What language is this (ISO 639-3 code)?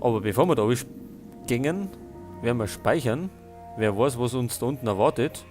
bar